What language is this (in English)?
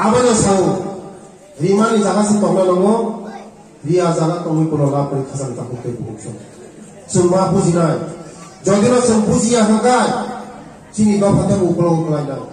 Riang (India)